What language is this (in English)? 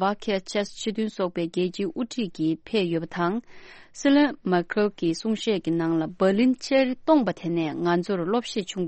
Tibetan